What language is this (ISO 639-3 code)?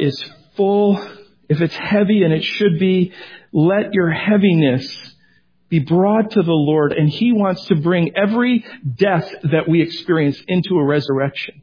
eng